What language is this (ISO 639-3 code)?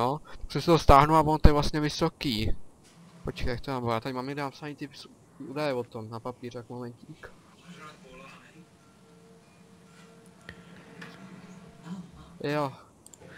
ces